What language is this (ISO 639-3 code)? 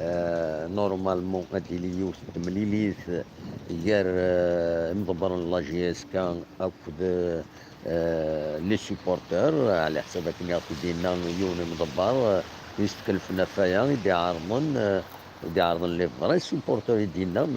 kab